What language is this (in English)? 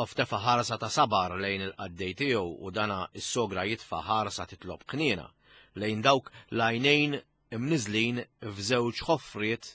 Maltese